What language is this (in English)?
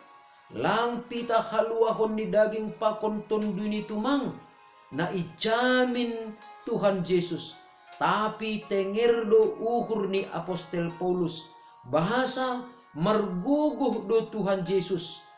Batak Simalungun